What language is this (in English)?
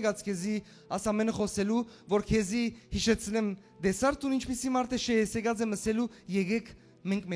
Western Armenian